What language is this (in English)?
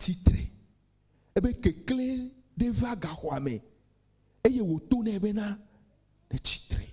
Ewe